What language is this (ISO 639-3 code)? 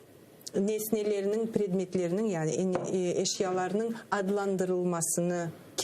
crh